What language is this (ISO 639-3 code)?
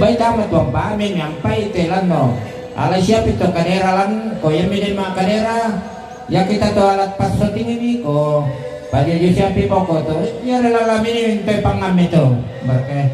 sda